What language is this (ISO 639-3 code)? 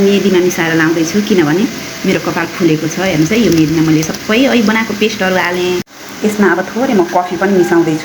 nep